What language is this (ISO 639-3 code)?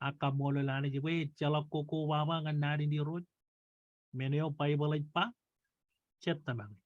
mah